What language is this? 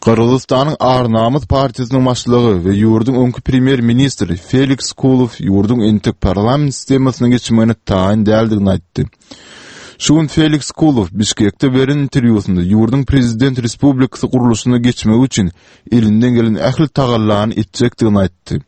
Turkmen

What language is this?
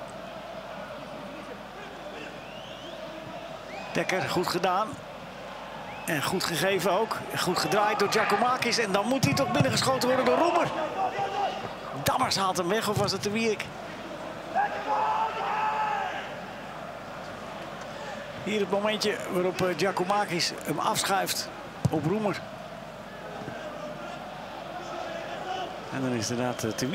Dutch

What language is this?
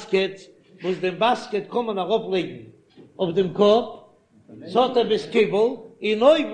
Yiddish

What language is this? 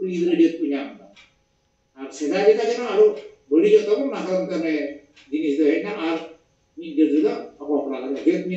Santali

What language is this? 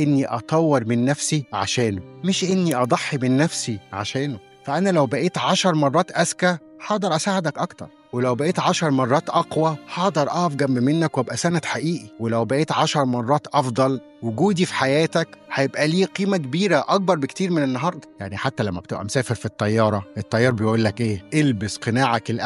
Egyptian Arabic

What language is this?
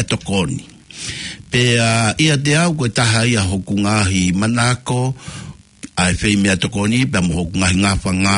Tongan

